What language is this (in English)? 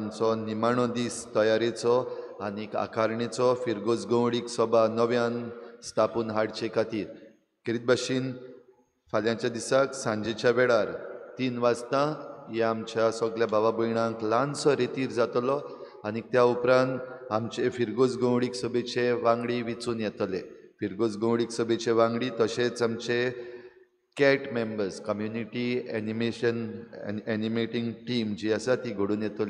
Konkani